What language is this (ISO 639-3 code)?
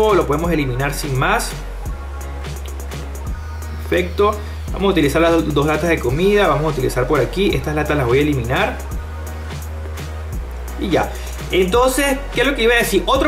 spa